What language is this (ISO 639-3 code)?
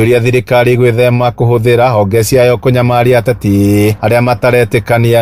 kik